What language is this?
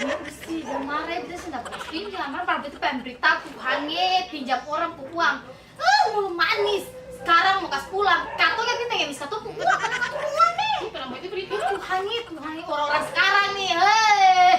Ambonese Malay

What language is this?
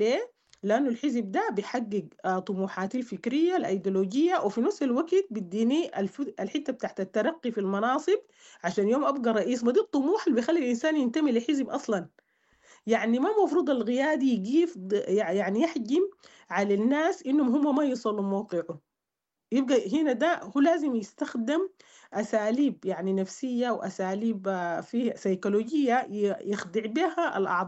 Sudanese Arabic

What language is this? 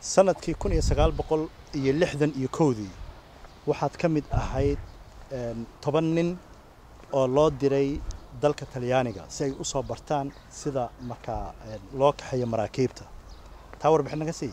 Somali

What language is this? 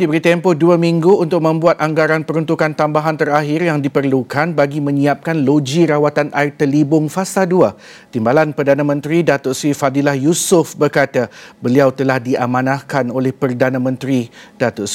Malay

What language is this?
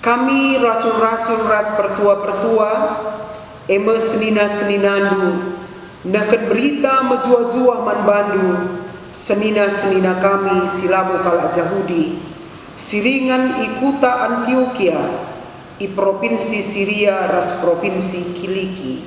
Batak Karo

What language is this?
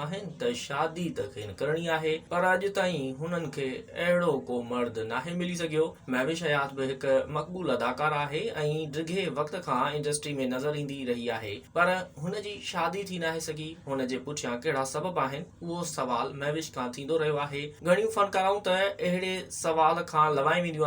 Sindhi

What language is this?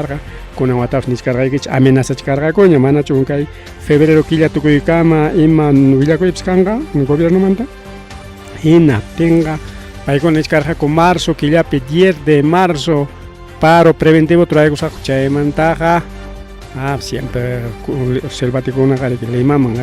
Ayacucho Quechua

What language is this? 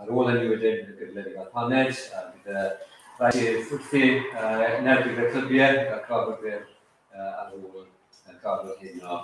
Welsh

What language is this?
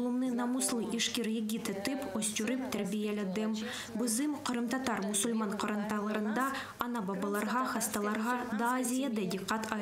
Crimean Tatar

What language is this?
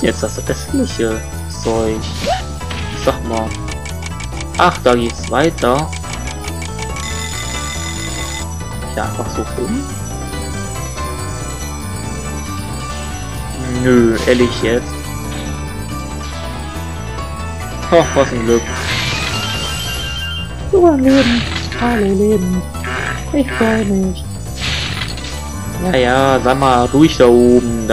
German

